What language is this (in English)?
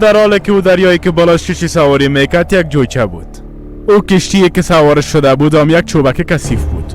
Persian